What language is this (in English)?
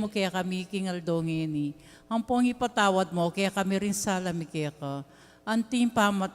Pampanga